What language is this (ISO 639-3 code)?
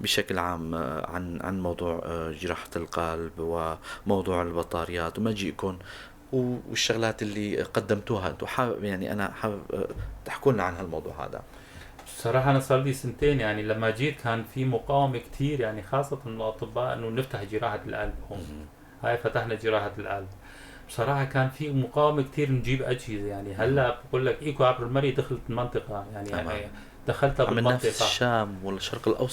apc